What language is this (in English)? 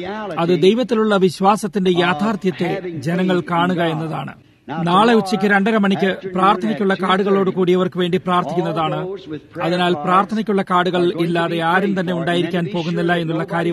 Malayalam